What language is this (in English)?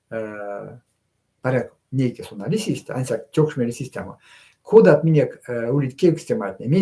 Erzya